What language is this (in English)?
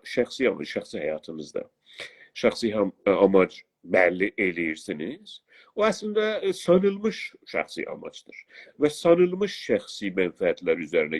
South Azerbaijani